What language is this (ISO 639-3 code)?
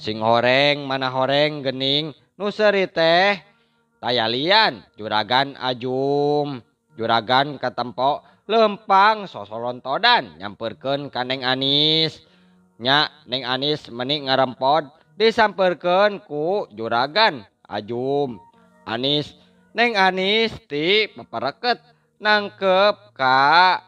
sun